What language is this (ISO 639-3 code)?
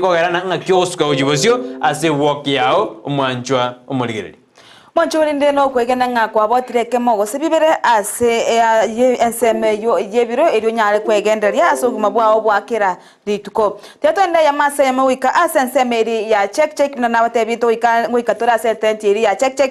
guz